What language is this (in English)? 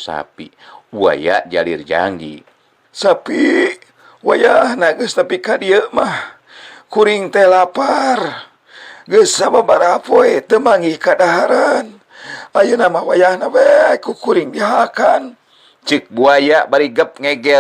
Sundanese